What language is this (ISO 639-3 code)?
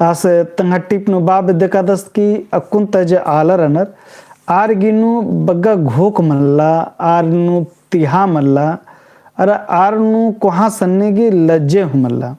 kru